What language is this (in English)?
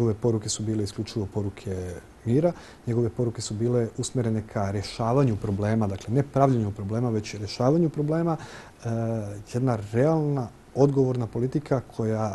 Serbian